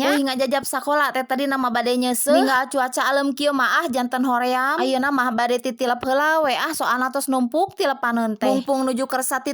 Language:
Sundanese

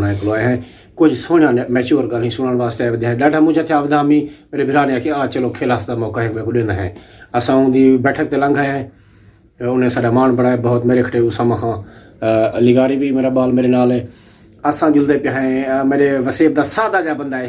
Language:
Saraiki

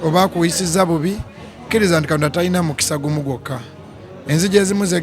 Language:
Ganda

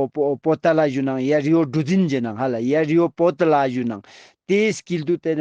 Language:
Ladakhi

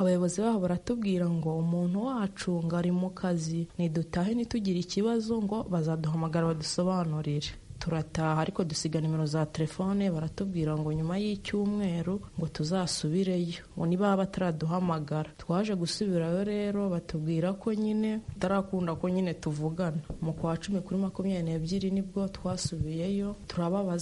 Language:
Kinyarwanda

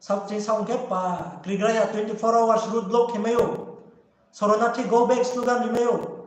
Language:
Riang (India)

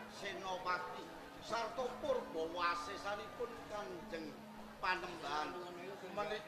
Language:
Javanese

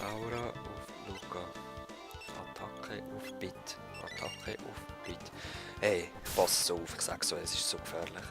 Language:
Swiss German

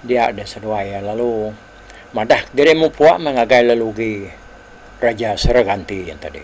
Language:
Iban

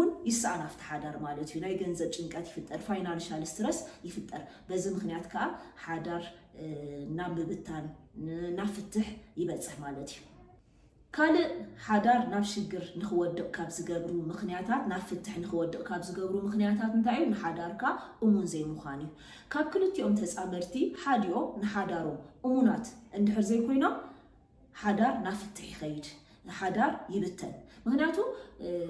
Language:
Tigrinya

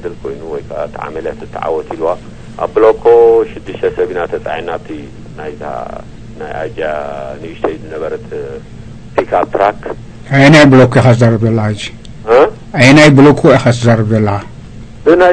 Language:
Tigrinya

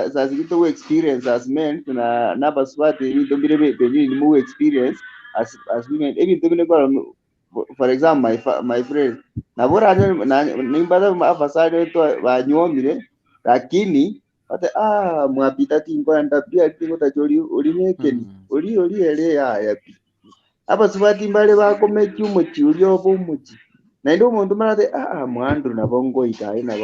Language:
Gusii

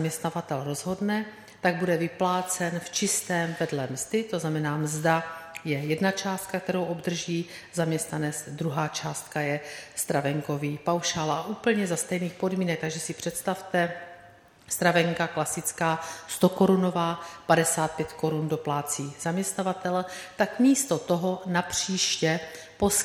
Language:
Czech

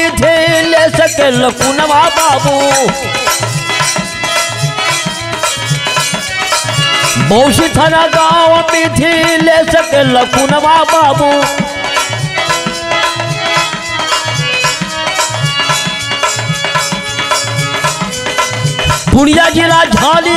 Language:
Bhojpuri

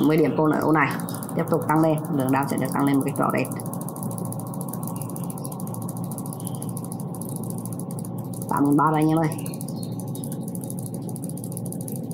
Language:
Vietnamese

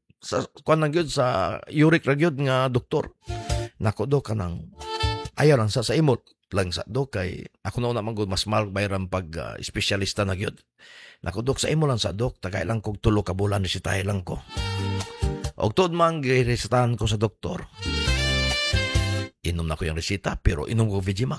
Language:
Cebuano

